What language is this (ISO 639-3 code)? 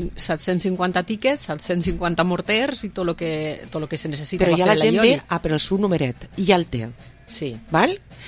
cat